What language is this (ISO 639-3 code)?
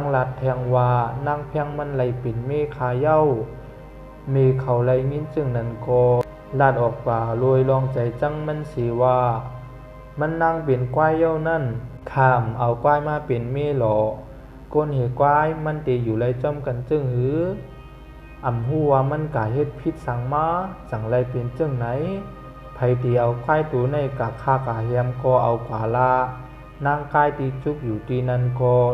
shn